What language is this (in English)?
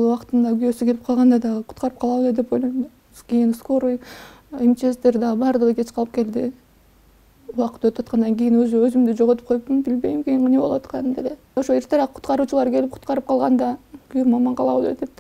Kyrgyz